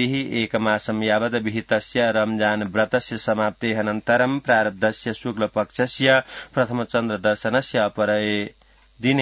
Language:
Sanskrit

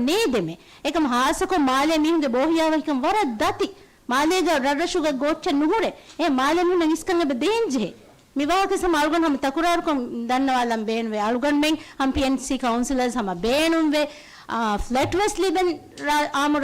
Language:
Divehi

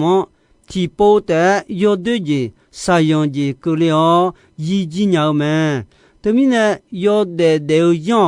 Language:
Akha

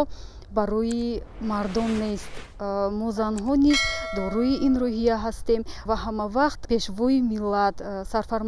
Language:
Tajik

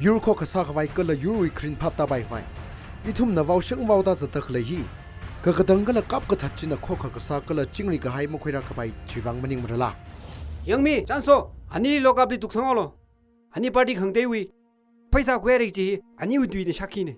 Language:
Tangkhul Naga (India)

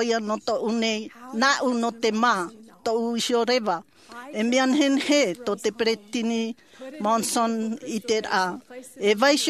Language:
Tahitian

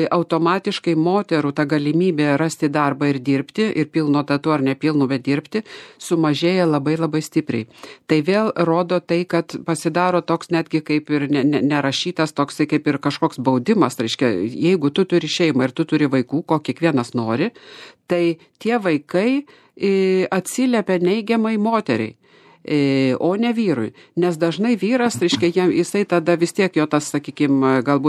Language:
Lithuanian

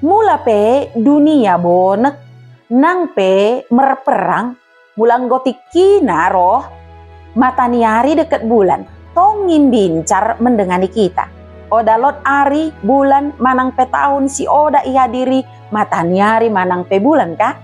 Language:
Batak Dairi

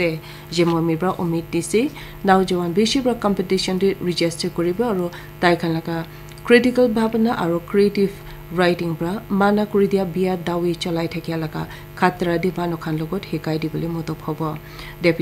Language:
Naga Pidgin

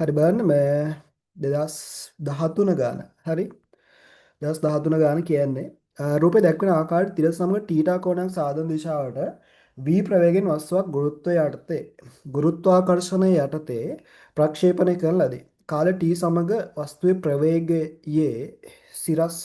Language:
Sinhala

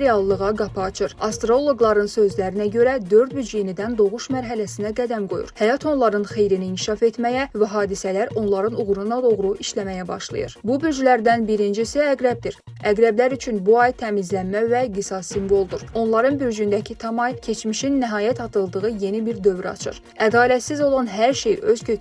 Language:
Azerbaijani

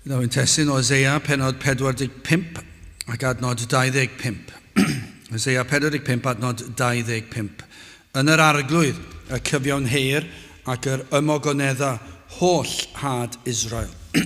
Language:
Welsh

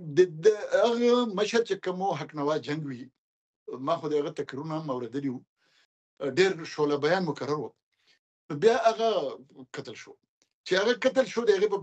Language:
Pashto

